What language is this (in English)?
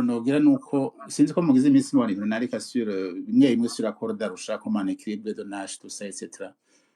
Rundi